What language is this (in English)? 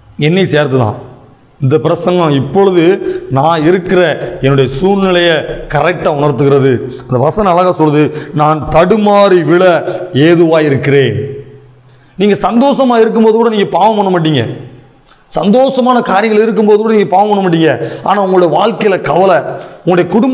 Tamil